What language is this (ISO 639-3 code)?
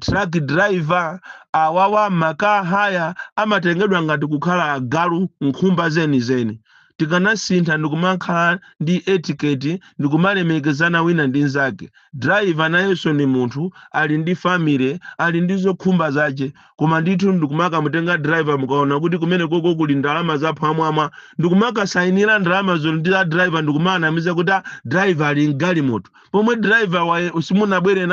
nya